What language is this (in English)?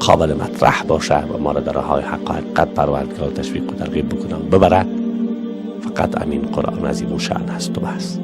Persian